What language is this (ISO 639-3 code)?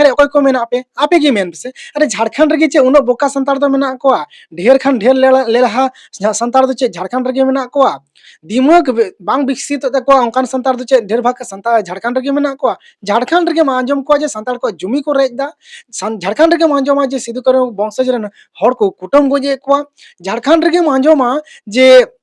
sat